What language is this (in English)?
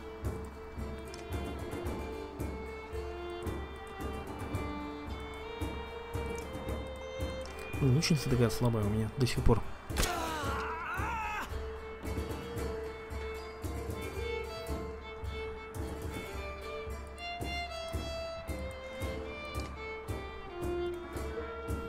Russian